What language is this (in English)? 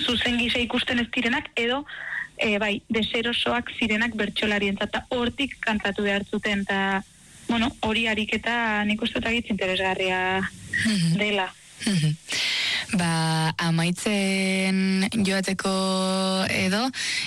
Basque